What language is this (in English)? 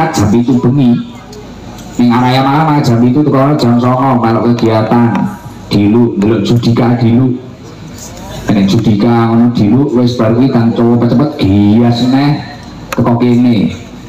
Javanese